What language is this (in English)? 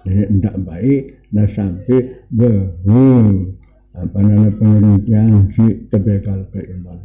Sasak